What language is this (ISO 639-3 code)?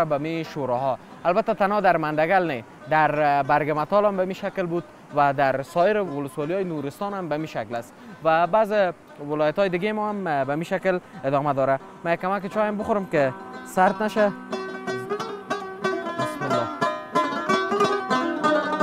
fas